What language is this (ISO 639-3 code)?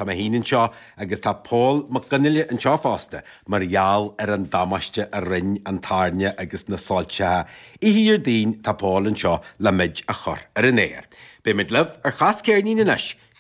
gle